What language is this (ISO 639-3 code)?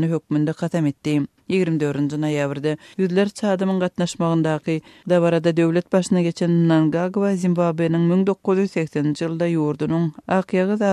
tuk